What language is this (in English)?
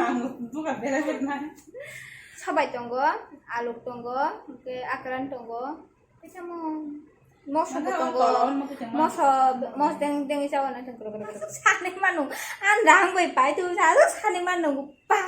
Kok Borok